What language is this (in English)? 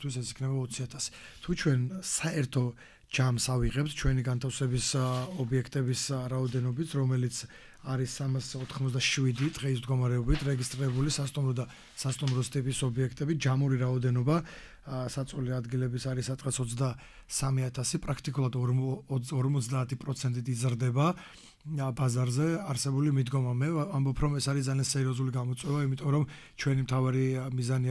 Georgian